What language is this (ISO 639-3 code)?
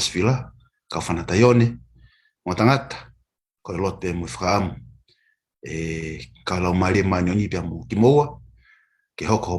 ton